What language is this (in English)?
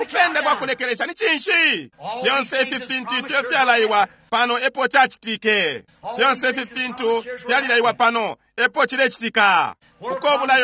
Bemba